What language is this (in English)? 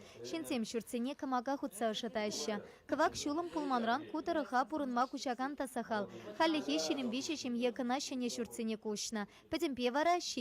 Chuvash